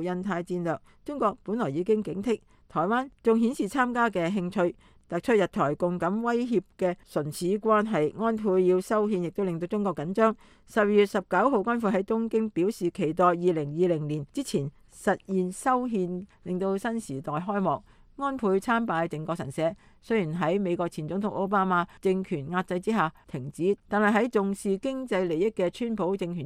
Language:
Cantonese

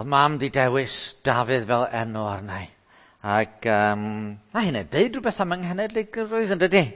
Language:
Welsh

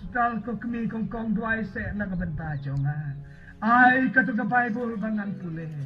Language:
Khasi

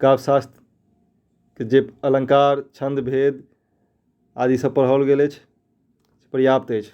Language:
Maithili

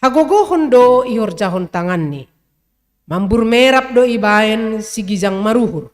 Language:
Batak Simalungun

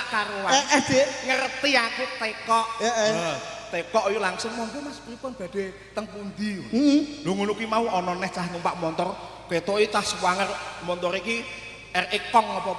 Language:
Javanese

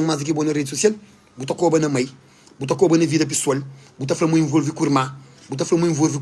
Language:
Kabuverdianu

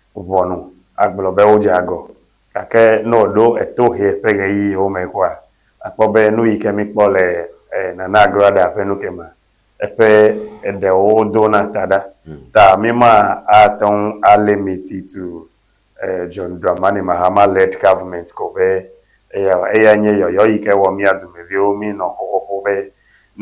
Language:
Ewe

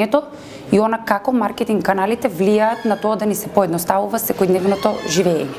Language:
Macedonian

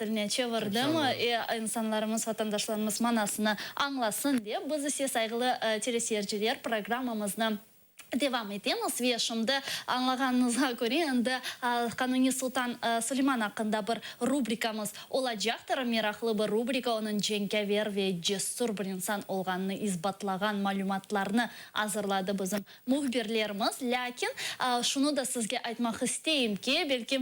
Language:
Crimean Tatar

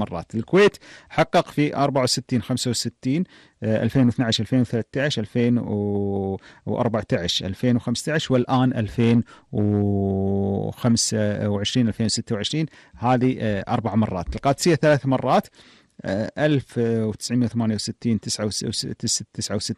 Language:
Gulf Arabic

